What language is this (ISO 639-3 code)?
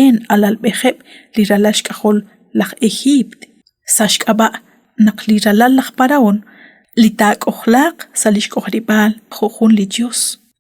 kek